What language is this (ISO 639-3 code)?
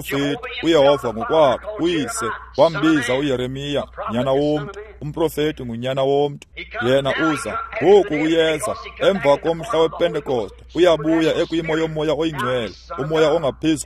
xho